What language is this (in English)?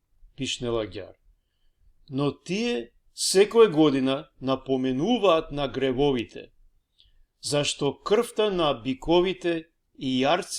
Balkan Romani